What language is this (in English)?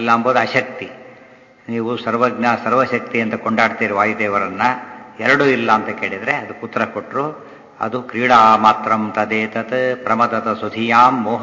Kannada